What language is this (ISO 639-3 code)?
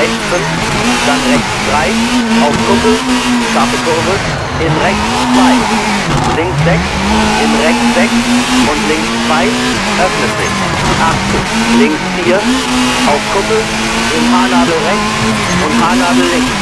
bar